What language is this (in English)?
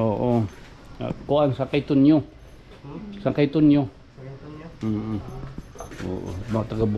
Waray